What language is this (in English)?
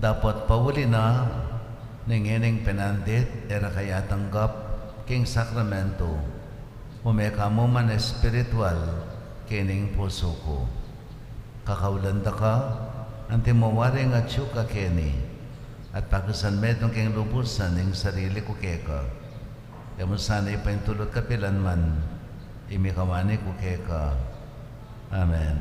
Pampanga